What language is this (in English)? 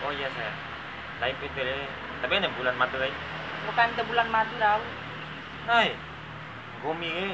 Bima